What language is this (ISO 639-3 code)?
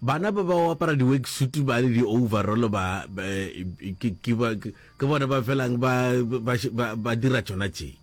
nso